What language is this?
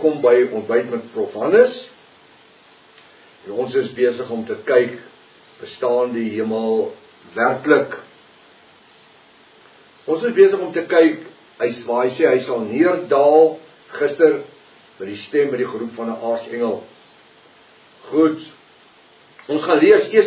Afrikaans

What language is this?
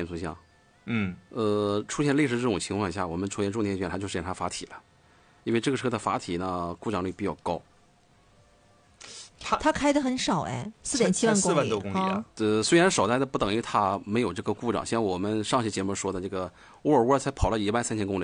Chinese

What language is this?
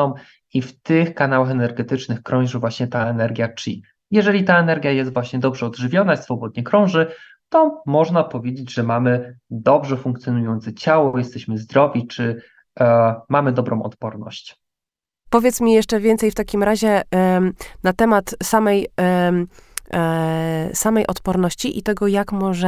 Polish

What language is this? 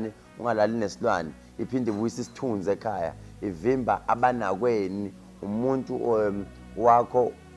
Zulu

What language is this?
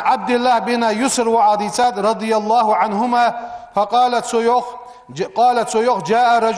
Ingush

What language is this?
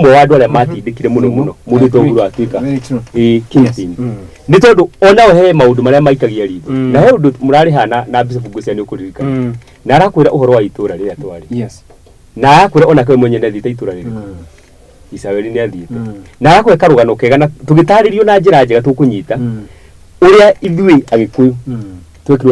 Kikuyu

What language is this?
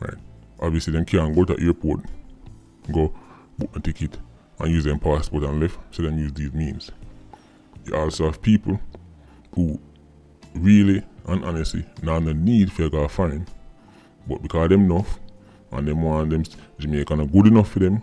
Jamaican Creole English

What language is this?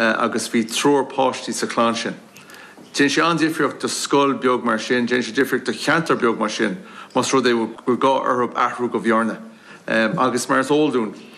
Irish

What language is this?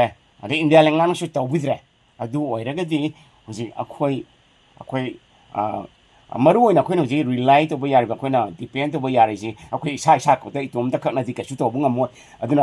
Manipuri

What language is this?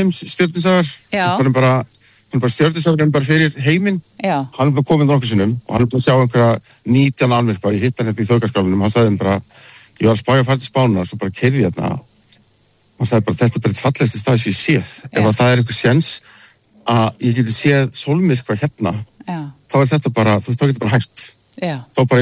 Icelandic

